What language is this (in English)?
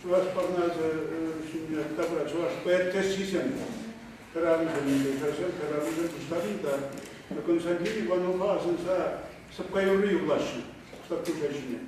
Chuvash